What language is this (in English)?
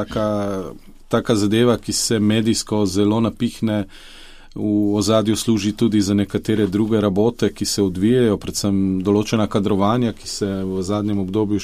Slovenian